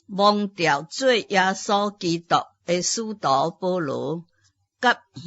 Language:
Min Nan Chinese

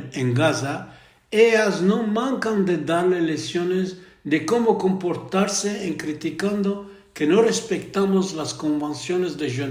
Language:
Ladino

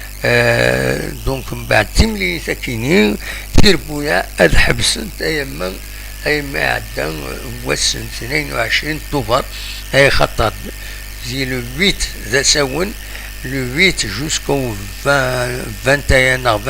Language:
Kabyle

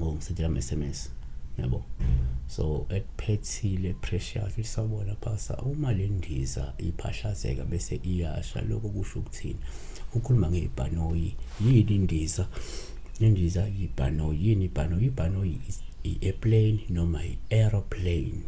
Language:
Zulu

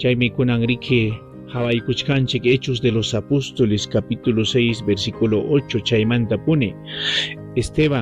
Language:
Ayacucho Quechua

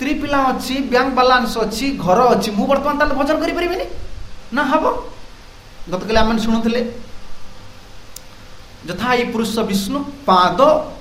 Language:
Odia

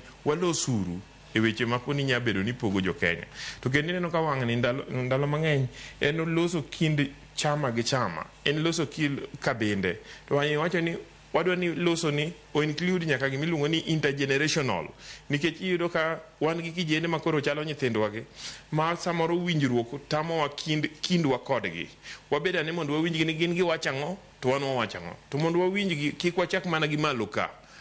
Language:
Luo (Kenya and Tanzania)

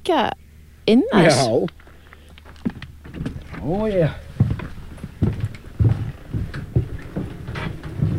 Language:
Icelandic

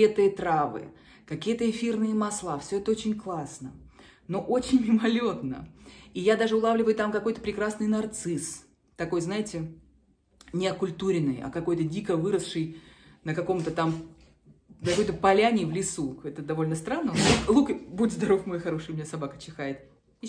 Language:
Russian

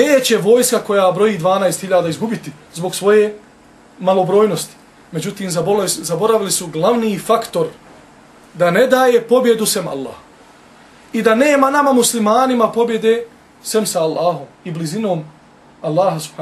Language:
Bosnian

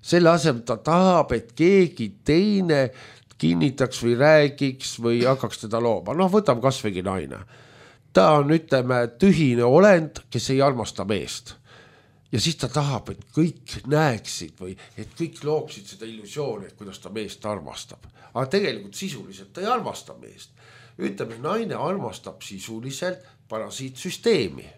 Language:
Estonian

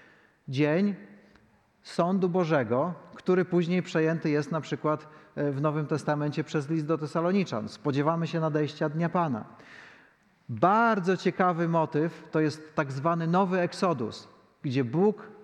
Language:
Polish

